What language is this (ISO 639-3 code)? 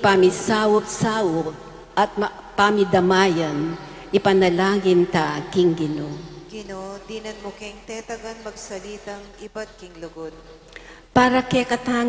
pam